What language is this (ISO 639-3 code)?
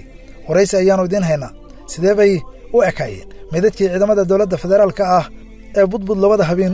som